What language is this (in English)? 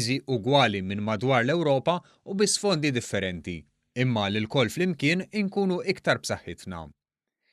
Maltese